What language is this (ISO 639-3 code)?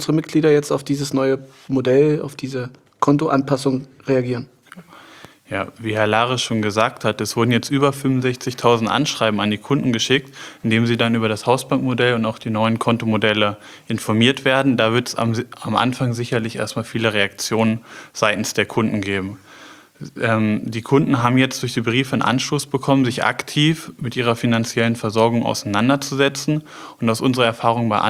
deu